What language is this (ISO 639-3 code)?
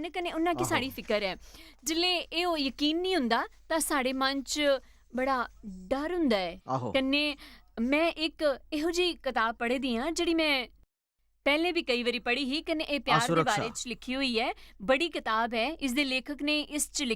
doi